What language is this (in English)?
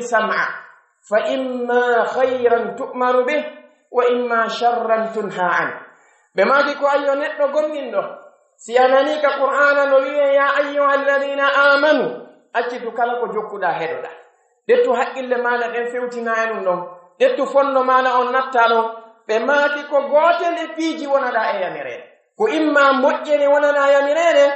Pular